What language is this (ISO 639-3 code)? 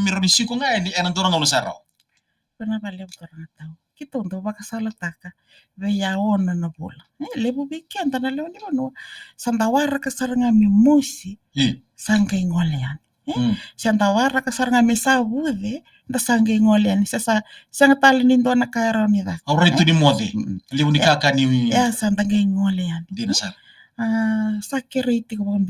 fij